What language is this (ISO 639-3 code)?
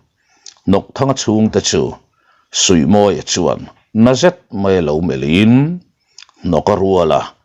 lus